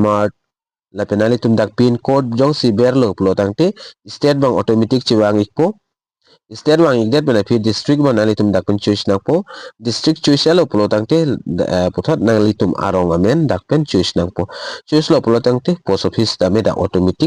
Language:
Karbi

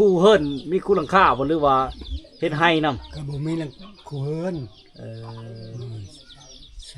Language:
Lao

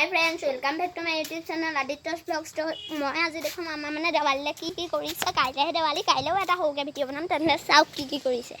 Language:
Assamese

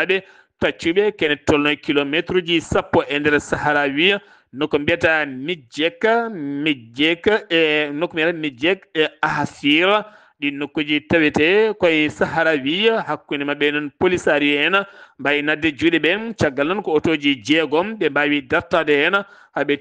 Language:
Fula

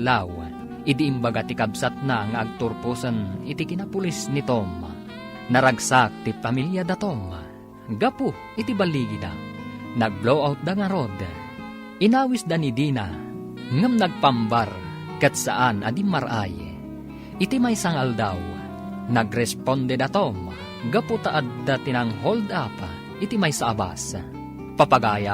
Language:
Iloko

